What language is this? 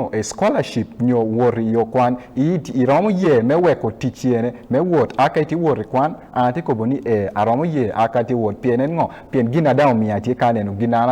Acoli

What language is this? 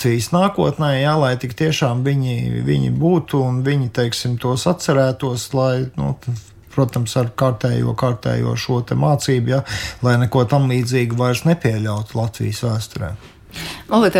Latvian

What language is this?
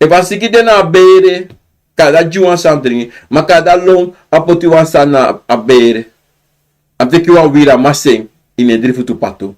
Sranan Tongo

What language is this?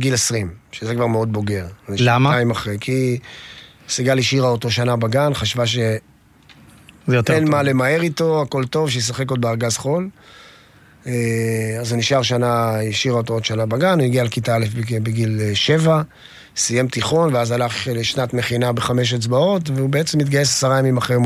Hebrew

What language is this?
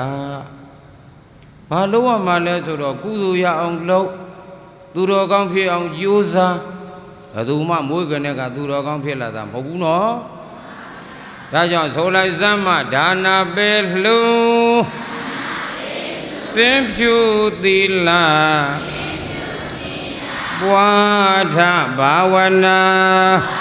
Burmese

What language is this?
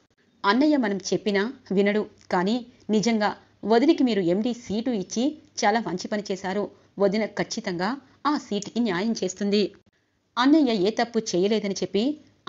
Telugu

